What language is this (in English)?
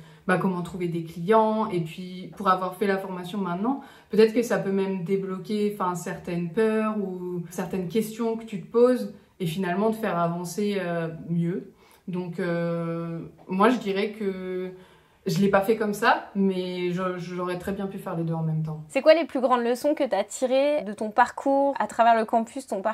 French